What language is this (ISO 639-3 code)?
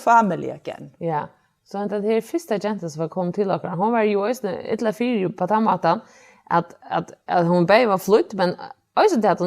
fao